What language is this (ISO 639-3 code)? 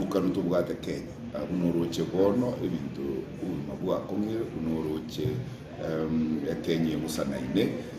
guz